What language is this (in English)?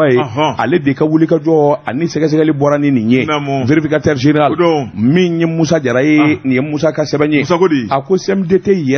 Bambara